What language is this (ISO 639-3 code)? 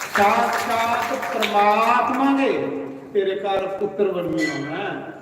doi